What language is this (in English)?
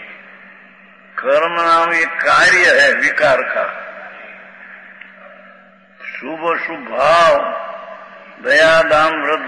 Hindi